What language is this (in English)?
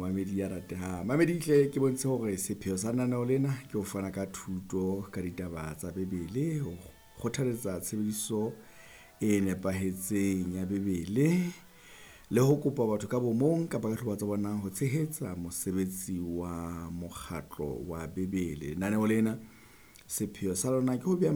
Southern Sotho